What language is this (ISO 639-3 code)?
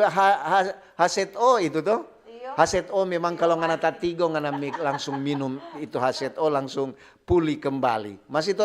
xmm